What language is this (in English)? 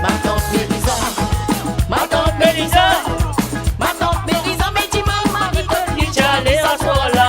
Morisyen